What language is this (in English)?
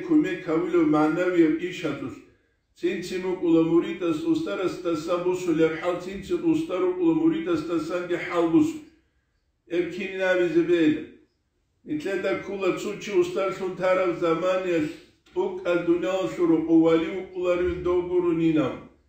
Avaric